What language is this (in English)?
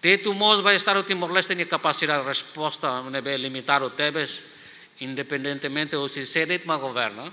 Tetum